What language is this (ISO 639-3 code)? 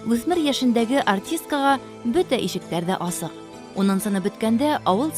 bak